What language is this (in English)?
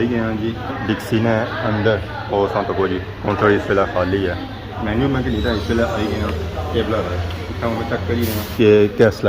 Pahari-Potwari